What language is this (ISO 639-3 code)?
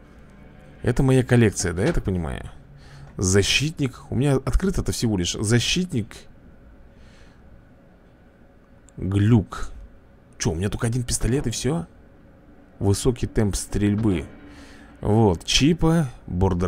rus